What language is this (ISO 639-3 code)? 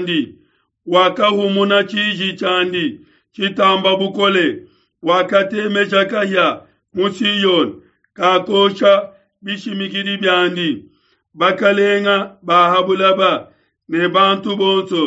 lua